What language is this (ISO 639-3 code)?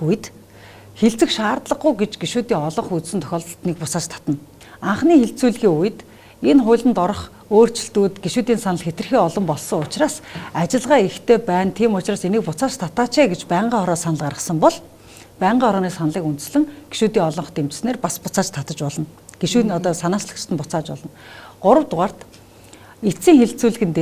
mon